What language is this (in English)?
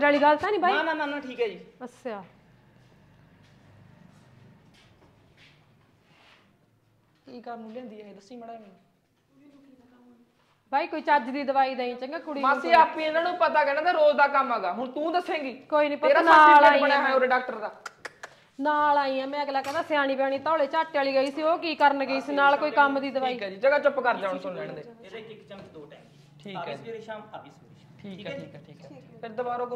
Punjabi